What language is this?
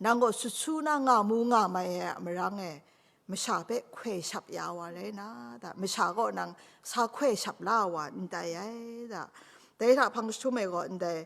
Kachin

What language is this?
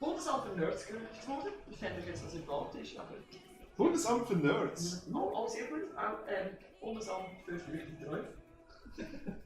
Swiss German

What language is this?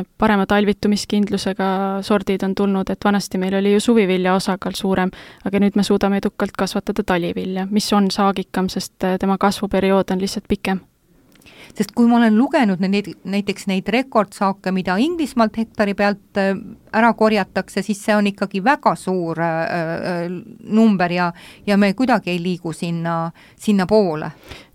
Estonian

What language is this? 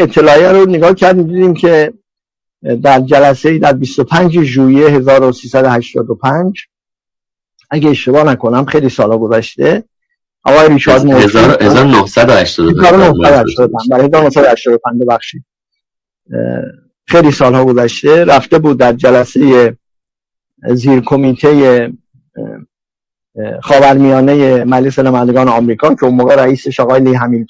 Persian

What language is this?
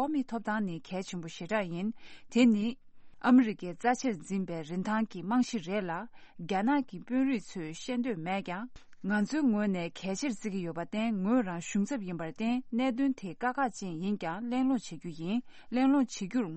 Tibetan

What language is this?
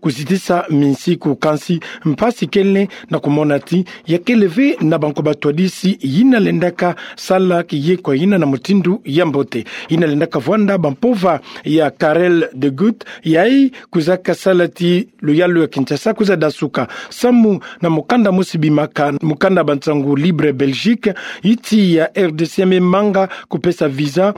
Kituba (Democratic Republic of Congo)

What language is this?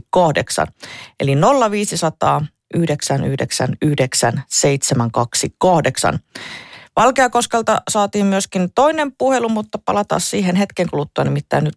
Finnish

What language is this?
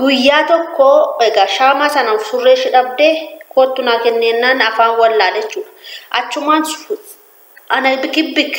Oromo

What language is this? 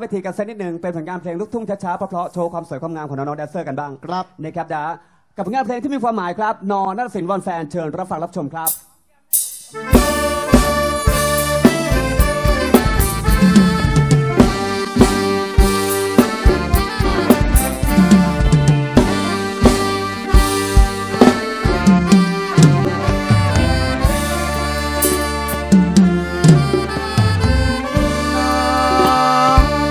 Thai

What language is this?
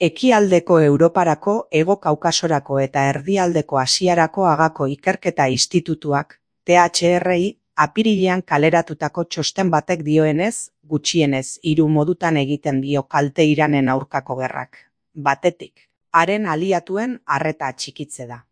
Basque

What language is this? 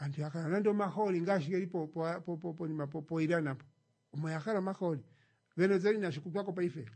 Kuanyama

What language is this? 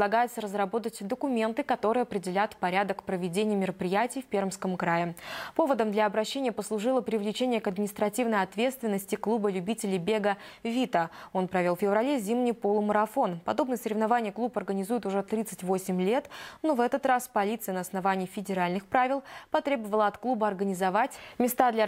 Russian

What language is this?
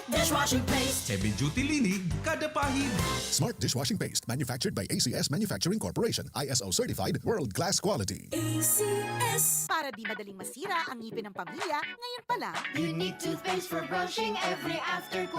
Bikol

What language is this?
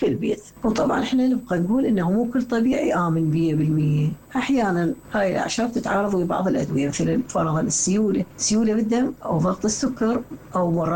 Mesopotamian Arabic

